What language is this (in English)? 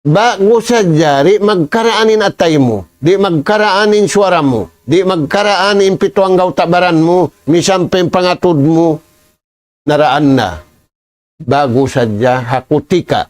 Tausug